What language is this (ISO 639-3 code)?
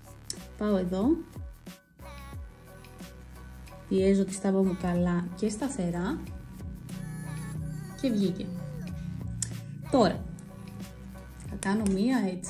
ell